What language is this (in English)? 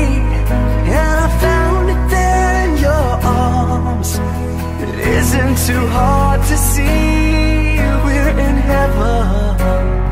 English